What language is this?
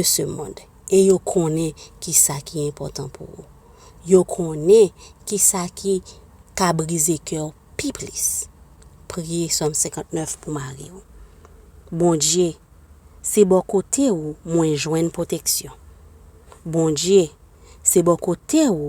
Haitian Creole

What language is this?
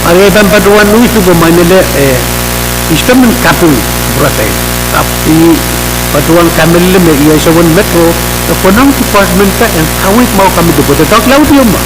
Pohnpeian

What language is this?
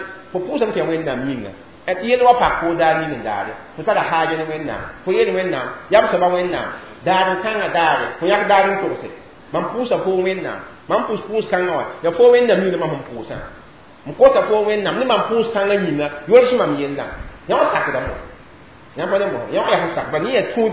Mossi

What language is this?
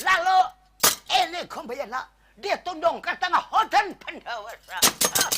Banjar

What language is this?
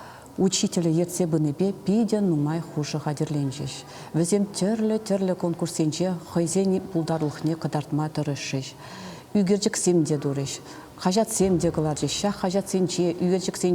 Chuvash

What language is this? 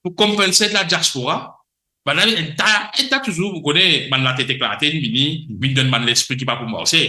Morisyen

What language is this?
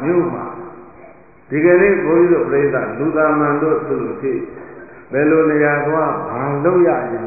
Burmese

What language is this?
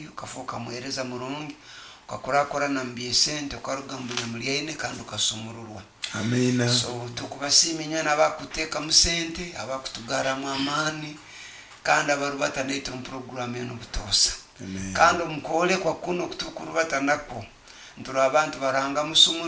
Nyoro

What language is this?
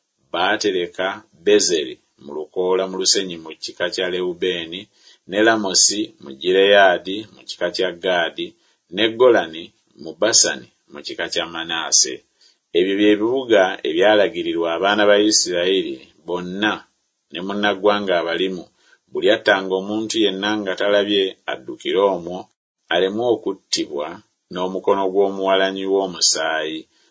Ganda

